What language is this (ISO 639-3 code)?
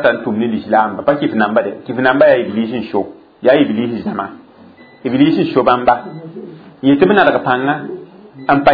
mos